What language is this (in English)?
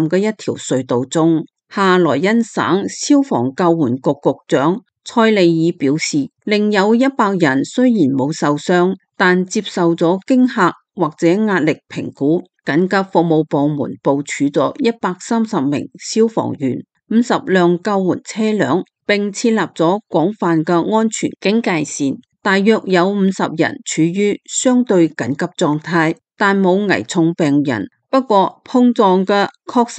Cantonese